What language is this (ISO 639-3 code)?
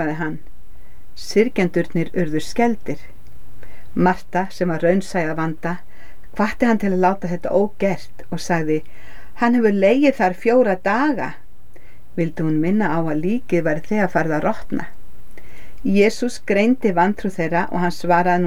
isl